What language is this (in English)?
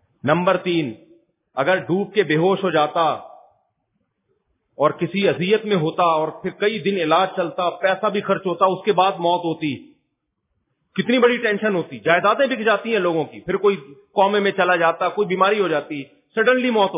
Urdu